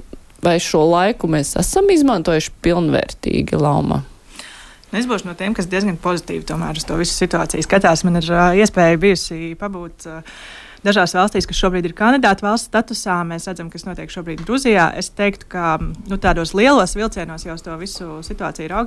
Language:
Latvian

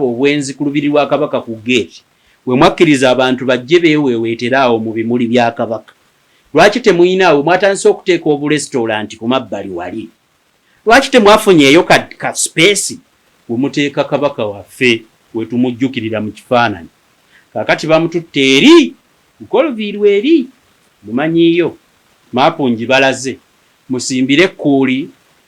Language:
Ganda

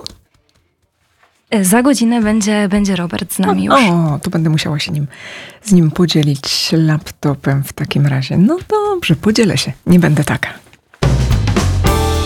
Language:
Polish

